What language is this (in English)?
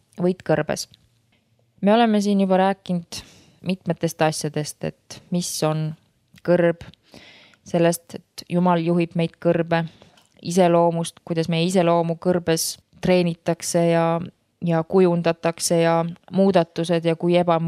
Estonian